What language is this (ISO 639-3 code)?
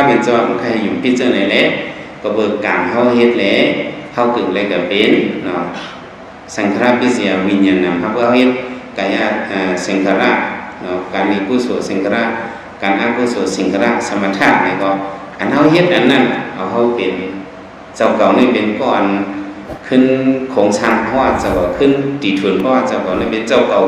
shn